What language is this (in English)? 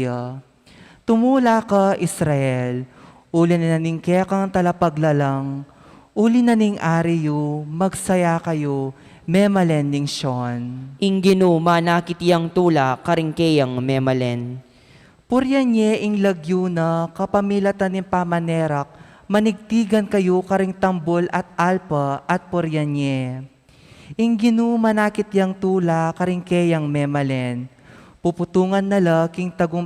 Pampanga